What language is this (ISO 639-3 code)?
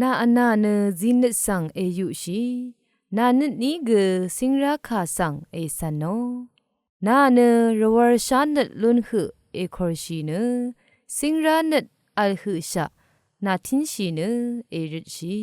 raw